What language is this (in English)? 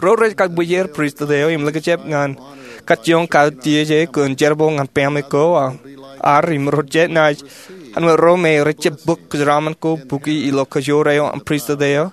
Marshallese